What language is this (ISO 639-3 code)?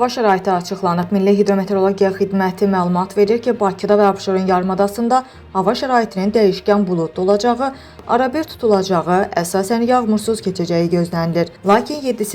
aze